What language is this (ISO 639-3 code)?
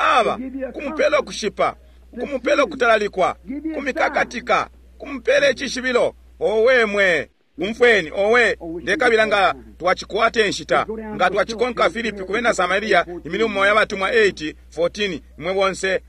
bem